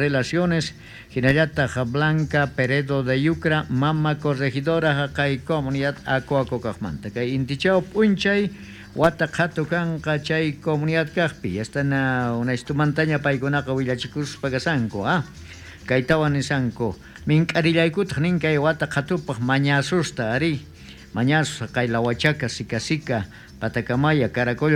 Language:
South Bolivian Quechua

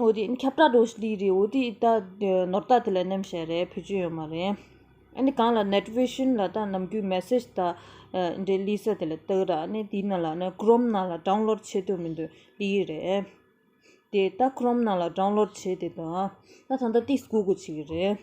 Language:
Tibetan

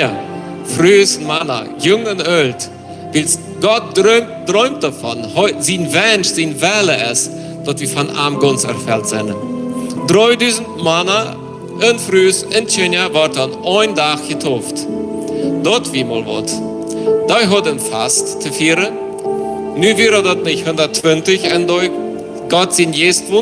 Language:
Plautdietsch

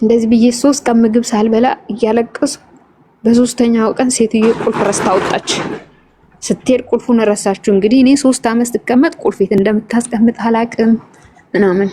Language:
Amharic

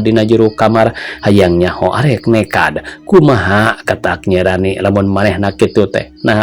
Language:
Sundanese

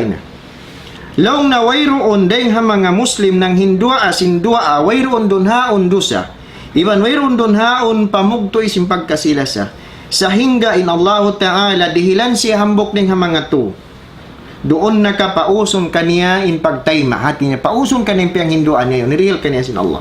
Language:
Tausug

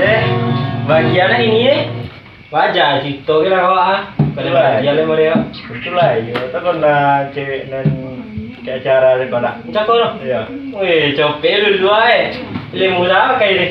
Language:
Minangkabau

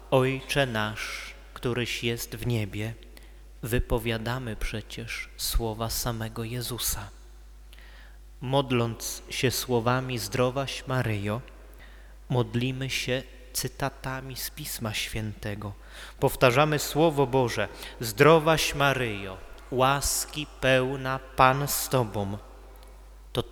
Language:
Polish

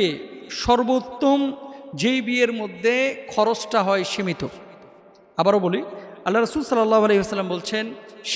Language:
Bangla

